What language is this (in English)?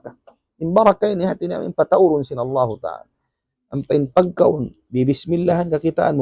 Tausug